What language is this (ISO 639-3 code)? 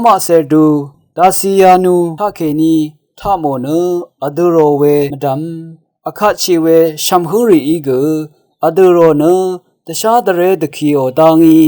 raw